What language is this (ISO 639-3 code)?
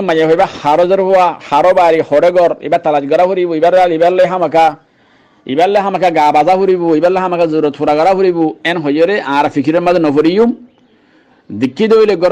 rhg